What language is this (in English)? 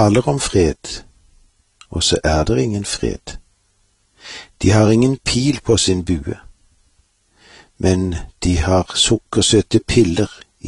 Norwegian